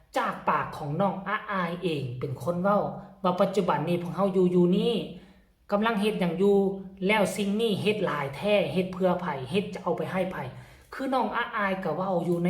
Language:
Northeastern Thai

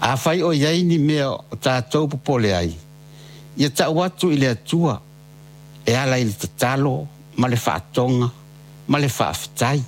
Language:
Samoan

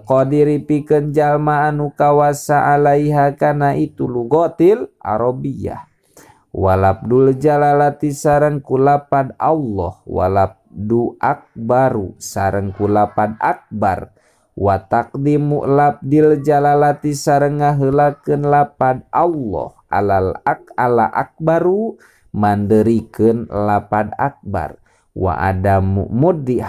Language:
Sundanese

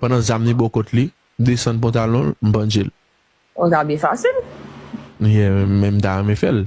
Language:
Haitian Creole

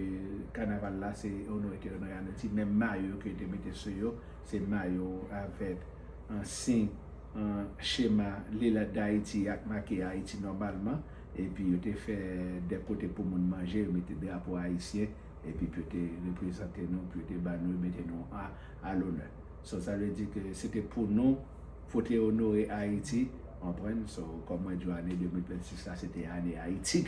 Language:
Haitian Creole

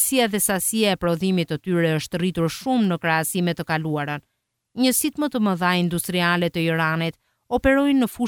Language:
Albanian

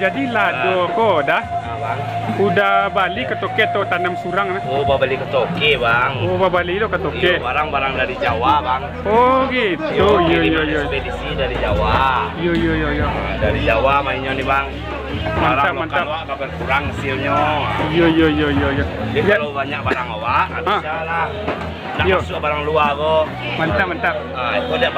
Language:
Minangkabau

